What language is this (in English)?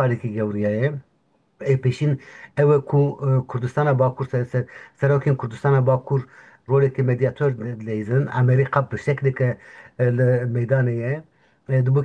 Kurdish